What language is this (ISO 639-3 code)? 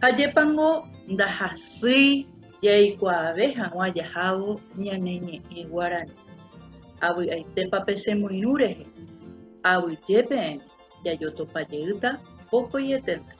grn